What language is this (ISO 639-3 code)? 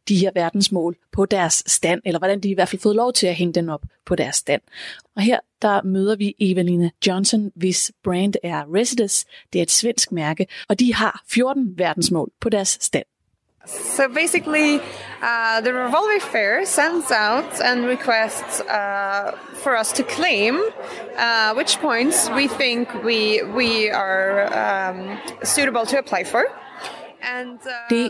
dan